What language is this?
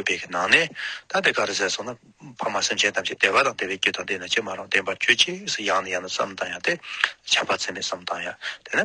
Tibetan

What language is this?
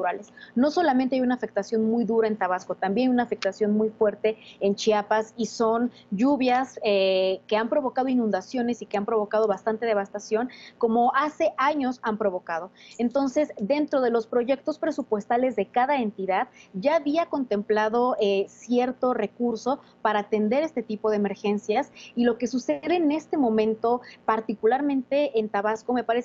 Spanish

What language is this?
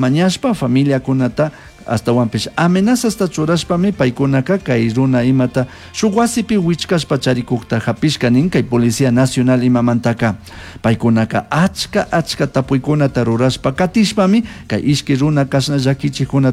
Chimborazo Highland Quichua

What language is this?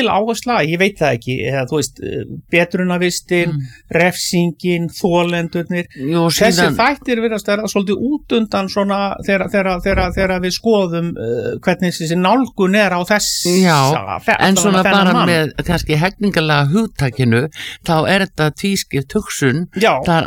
Icelandic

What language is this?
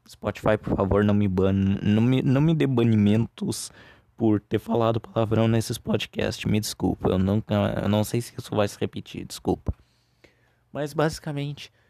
Portuguese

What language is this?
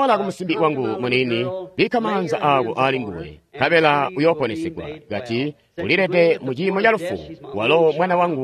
Tonga (Zambia)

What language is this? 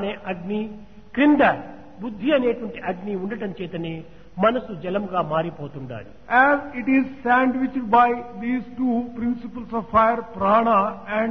Telugu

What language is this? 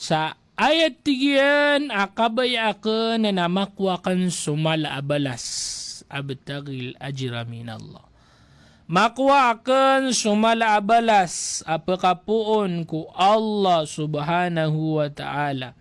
Maranao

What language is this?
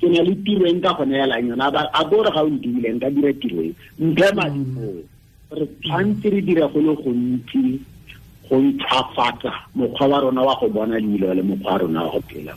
Tswana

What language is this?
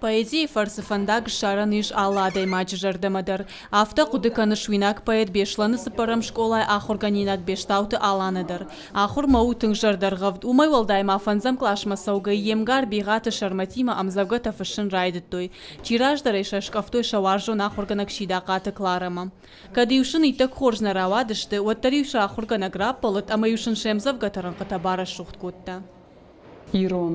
Ossetic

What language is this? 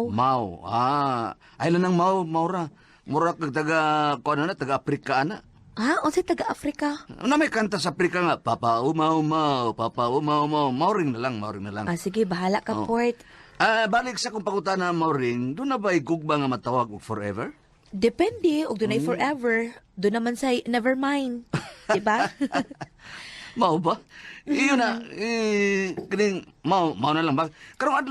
Cebuano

